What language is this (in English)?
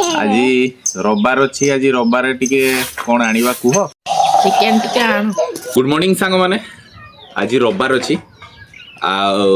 Odia